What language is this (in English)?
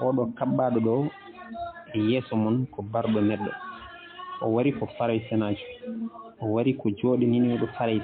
Fula